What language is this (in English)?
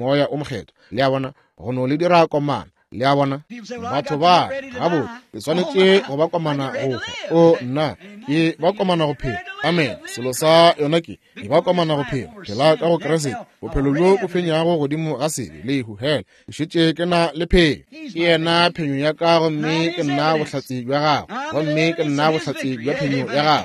Northern Sotho